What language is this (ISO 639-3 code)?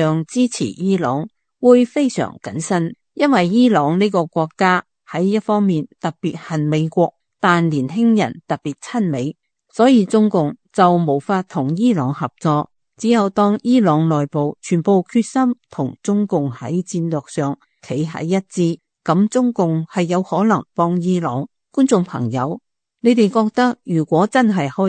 yue